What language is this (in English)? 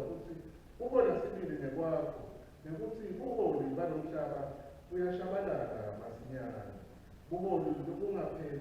Swati